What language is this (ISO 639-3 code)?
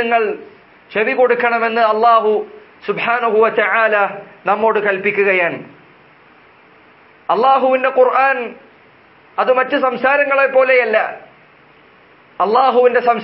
mal